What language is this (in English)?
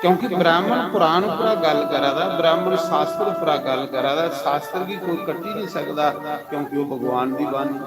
Dogri